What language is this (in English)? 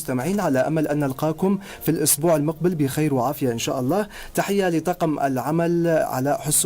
North Levantine Arabic